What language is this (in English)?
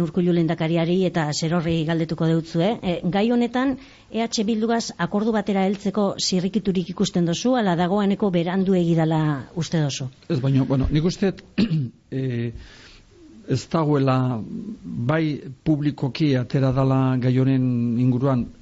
Basque